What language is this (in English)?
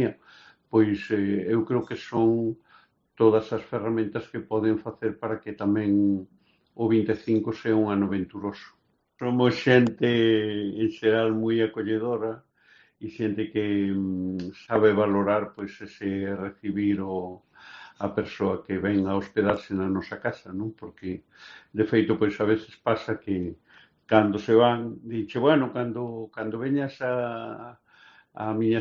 Galician